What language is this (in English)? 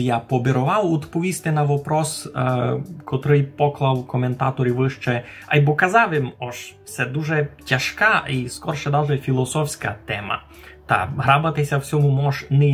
Rusyn